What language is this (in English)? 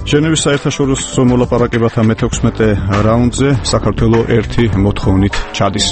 Georgian